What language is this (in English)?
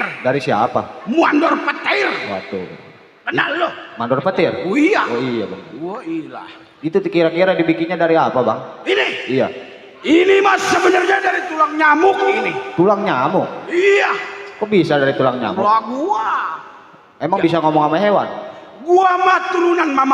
Betawi